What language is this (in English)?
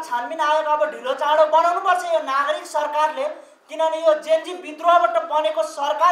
Nepali